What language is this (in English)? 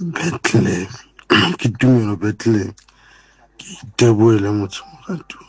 Southern Sotho